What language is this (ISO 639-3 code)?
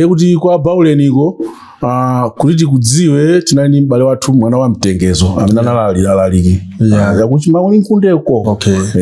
nya